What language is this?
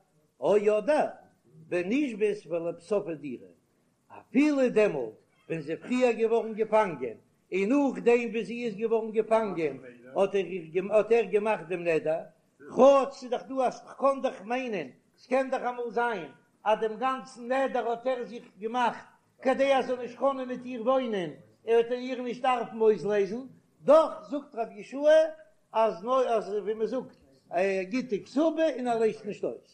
Yiddish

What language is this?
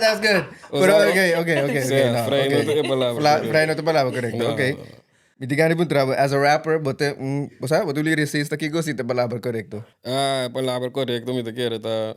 Papiamento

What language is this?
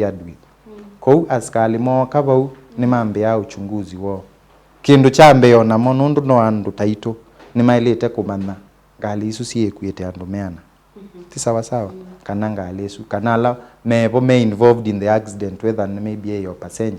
Kamba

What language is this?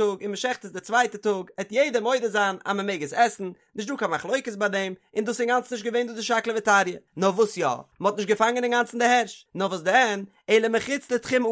Yiddish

